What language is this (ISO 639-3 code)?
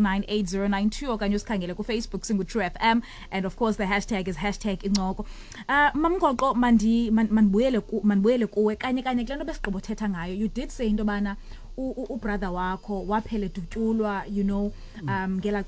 xho